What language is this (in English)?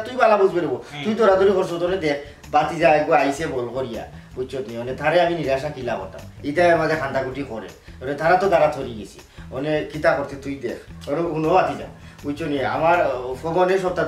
Sylheti